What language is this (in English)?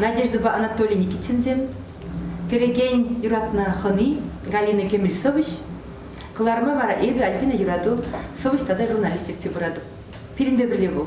Chuvash